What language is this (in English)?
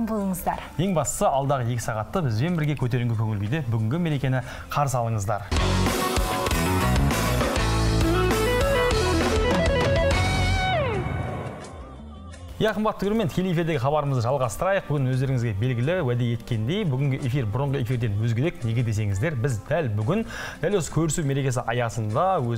Kazakh